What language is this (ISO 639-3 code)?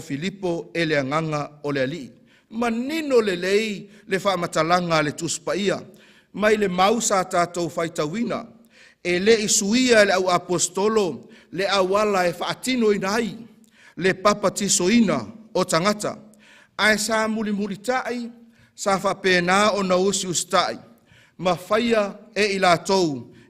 smo